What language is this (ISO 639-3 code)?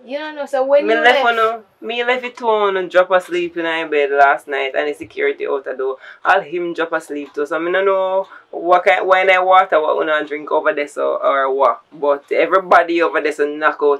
jam